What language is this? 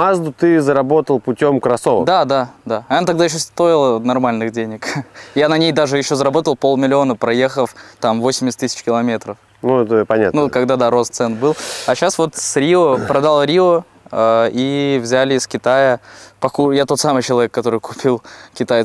Russian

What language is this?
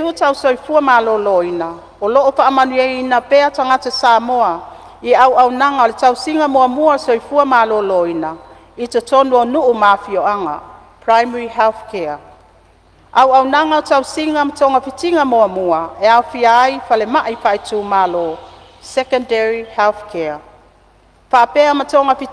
Samoan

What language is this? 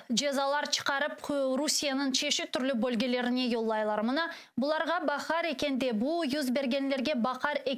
Crimean Tatar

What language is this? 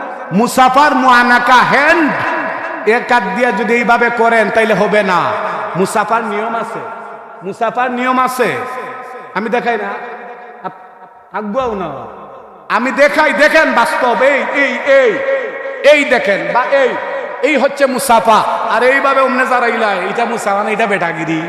Sylheti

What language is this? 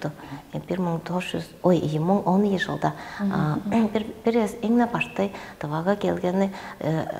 Tuvinian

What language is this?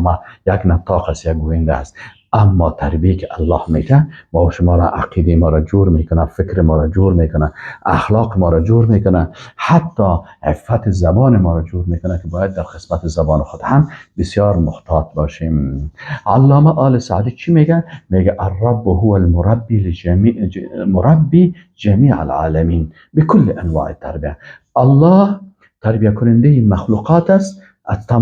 Persian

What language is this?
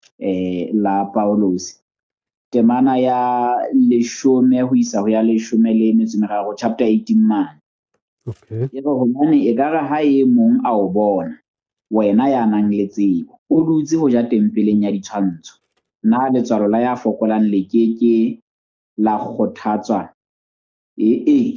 Southern Sotho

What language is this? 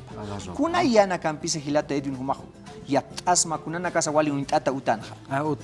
Aymara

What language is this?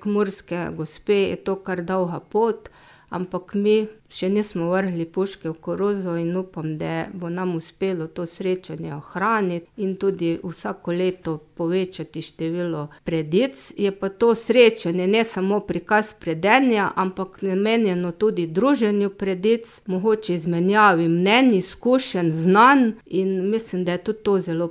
Slovenian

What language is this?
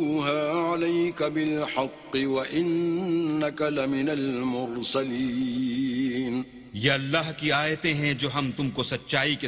Urdu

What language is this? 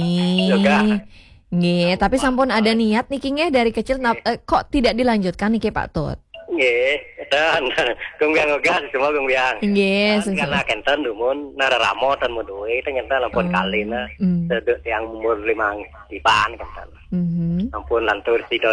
Balinese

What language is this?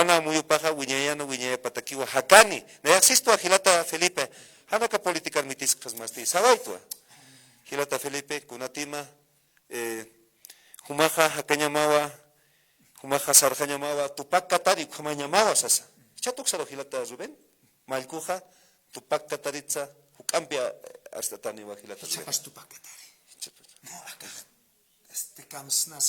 Aymara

